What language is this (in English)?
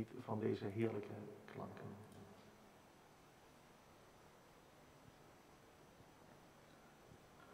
Dutch